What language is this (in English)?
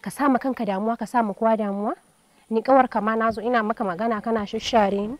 Hausa